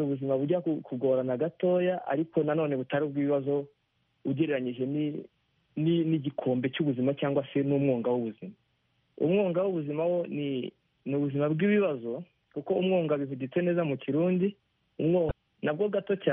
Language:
Kinyarwanda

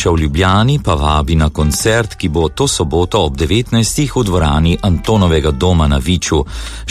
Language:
Slovenian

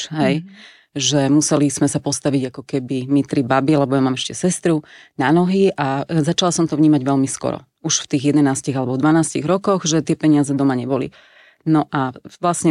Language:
Slovak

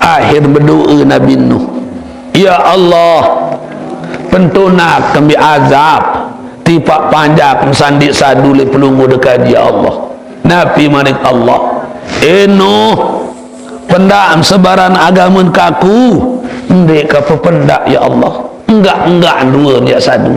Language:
Sasak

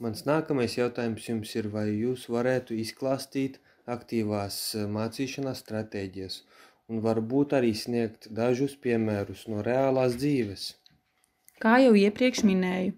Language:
Latvian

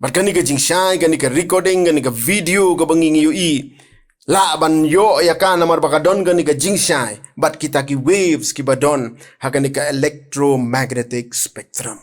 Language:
Khasi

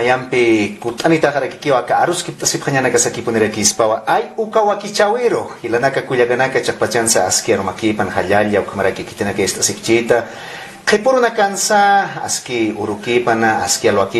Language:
Aymara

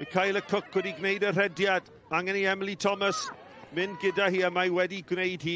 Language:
Welsh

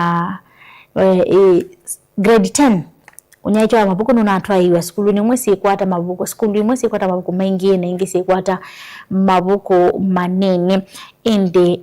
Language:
Kamba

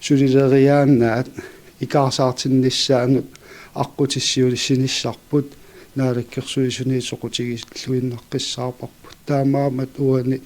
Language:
Kalaallisut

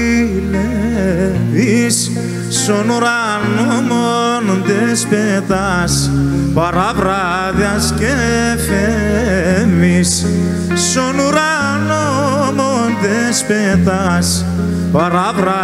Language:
Greek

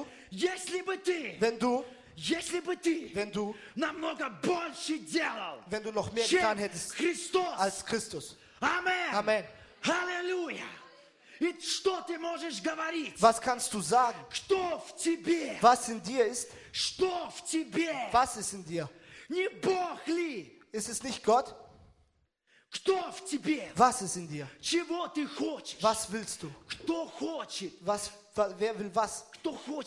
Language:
Russian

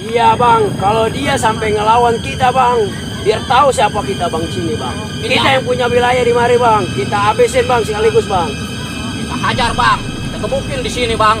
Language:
Betawi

